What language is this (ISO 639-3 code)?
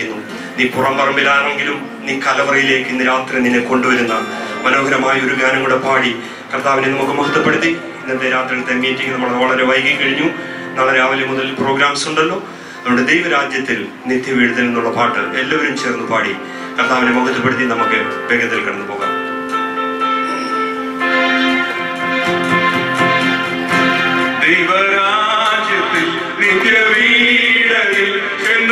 mal